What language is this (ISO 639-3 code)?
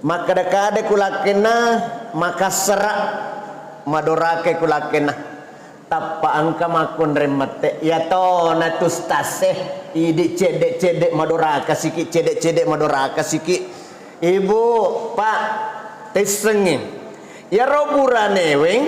bug